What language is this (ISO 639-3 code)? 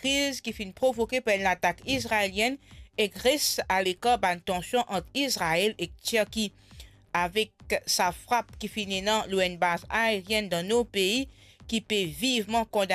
mfe